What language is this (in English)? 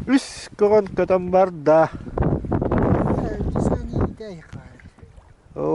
Yakut